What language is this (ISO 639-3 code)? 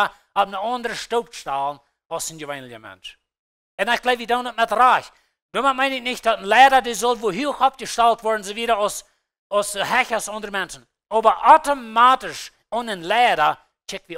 pdt